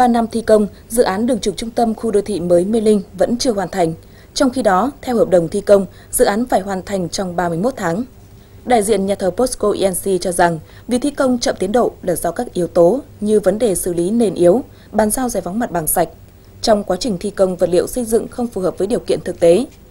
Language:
Vietnamese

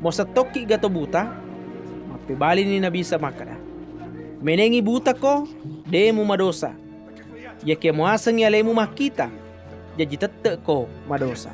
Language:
Buginese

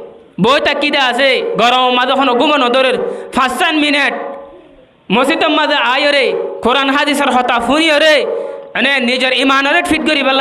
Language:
Rohingya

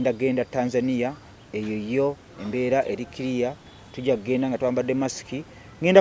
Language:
Ganda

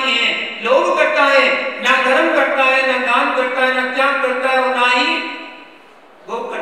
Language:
Hindi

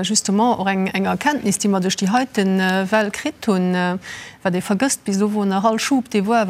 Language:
Luxembourgish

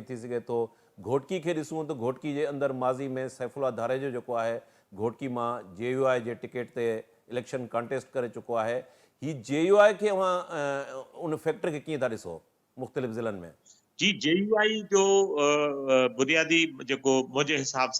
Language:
Sindhi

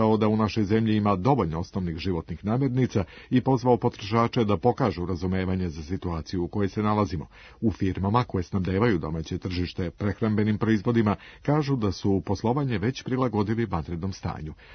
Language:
Serbian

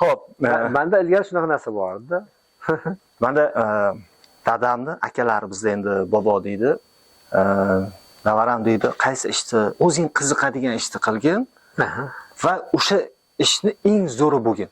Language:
Uzbek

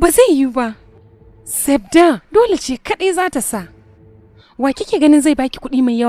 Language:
Hausa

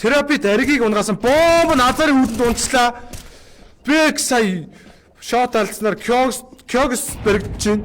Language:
Mongolian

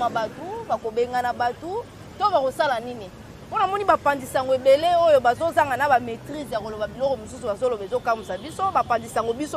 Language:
Lingala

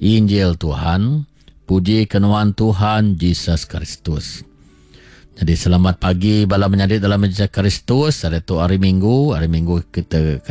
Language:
Iban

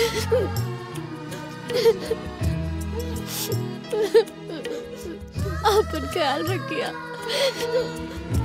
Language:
Bhojpuri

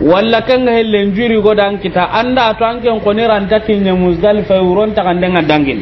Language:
Soninke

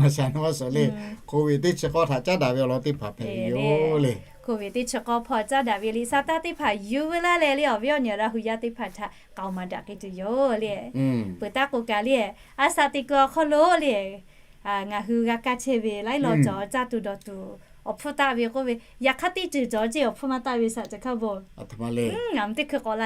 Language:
Lahu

